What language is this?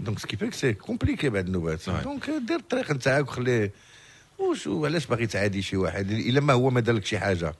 Moroccan Arabic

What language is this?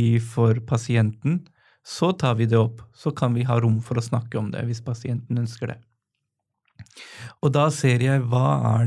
Norwegian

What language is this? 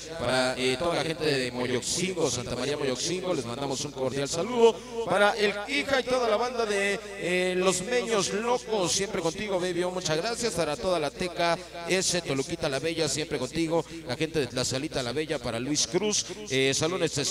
Spanish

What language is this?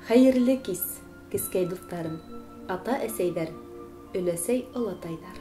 Bashkir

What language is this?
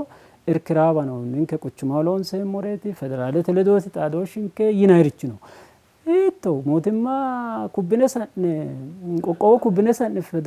Sidamo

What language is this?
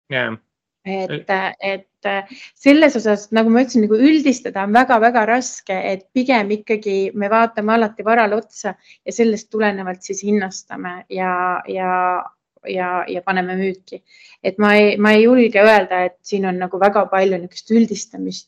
Estonian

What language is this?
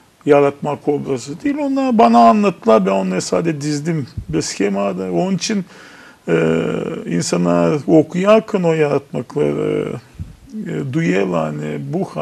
Gagauz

